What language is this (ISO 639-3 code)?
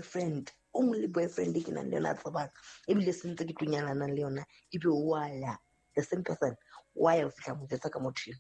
sot